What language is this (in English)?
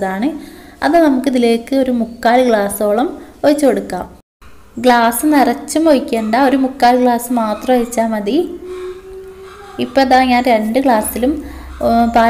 Malayalam